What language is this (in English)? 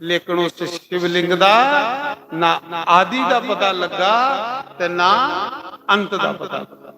Dogri